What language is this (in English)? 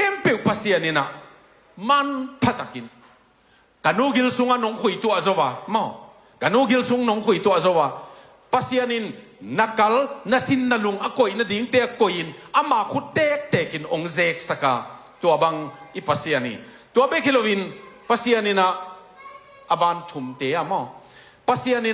Tedim Chin